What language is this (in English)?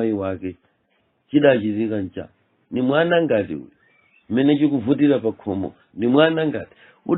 Nyanja